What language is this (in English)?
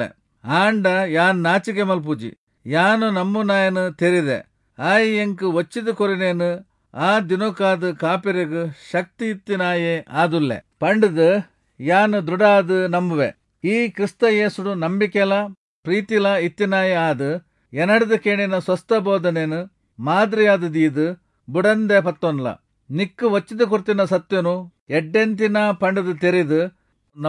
Tulu